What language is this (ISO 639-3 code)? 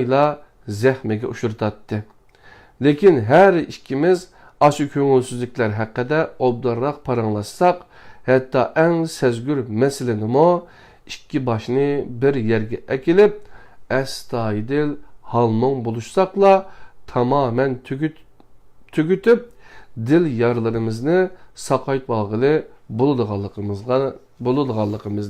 uig